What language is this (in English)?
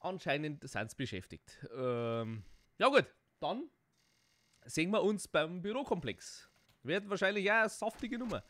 Bavarian